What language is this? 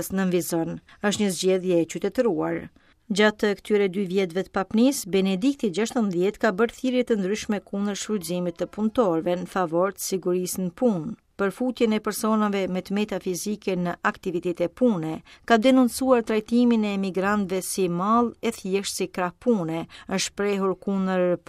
Albanian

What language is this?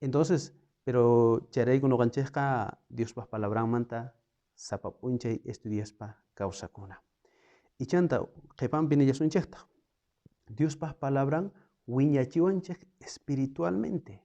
South Bolivian Quechua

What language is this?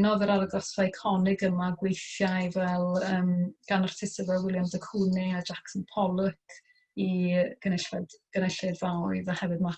Welsh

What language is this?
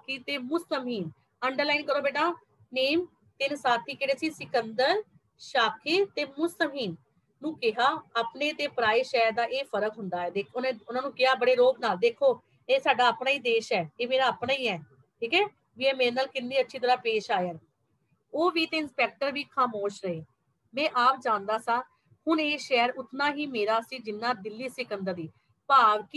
Punjabi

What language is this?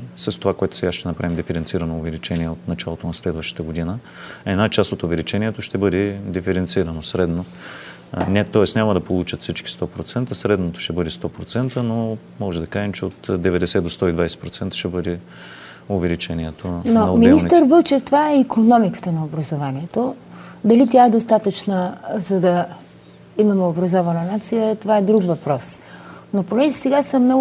Bulgarian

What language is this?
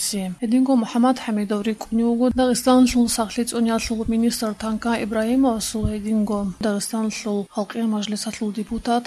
Avaric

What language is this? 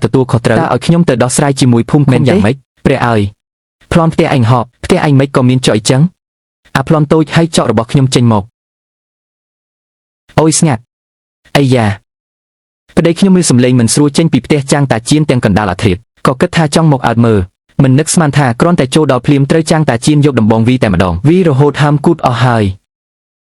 Khmer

